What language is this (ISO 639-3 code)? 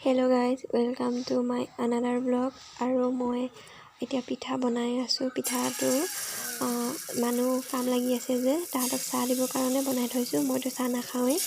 asm